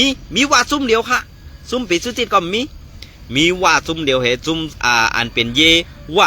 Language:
Shan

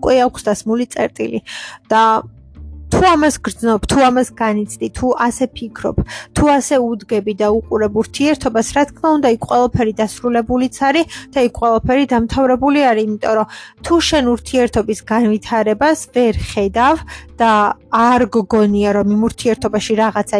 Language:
Georgian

